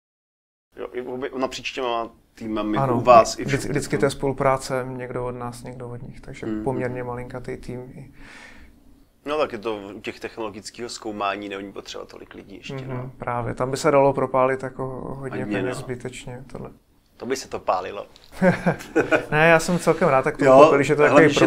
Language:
Czech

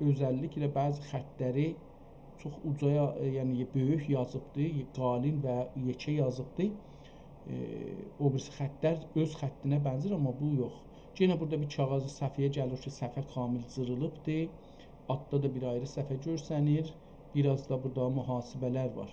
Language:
South Azerbaijani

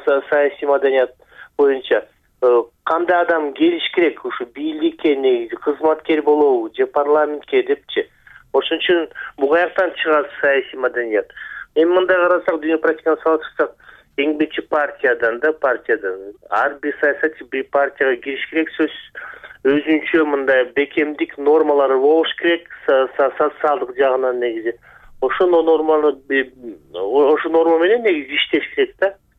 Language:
Kyrgyz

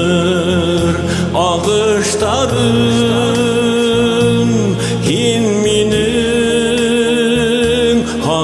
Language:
Bashkir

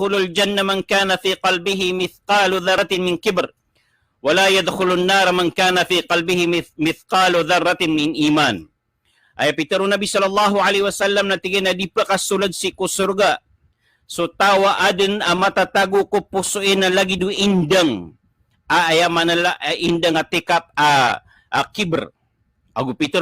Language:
Maranao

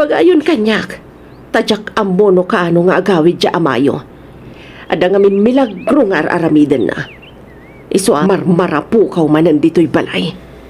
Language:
Iloko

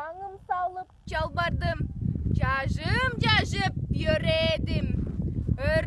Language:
Tuvinian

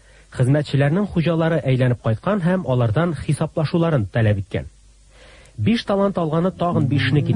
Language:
Tatar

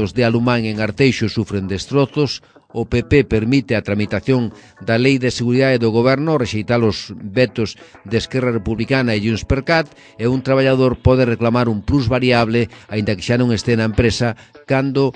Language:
Galician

